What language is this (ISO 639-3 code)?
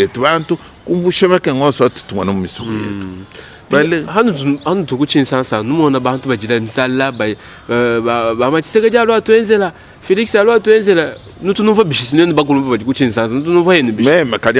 lua